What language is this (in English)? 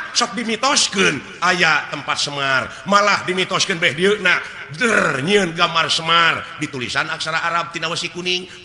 Sundanese